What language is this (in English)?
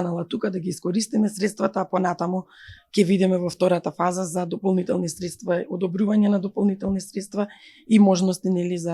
Macedonian